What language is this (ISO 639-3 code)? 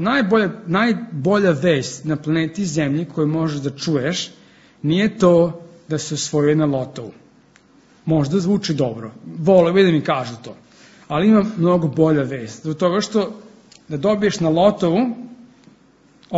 srp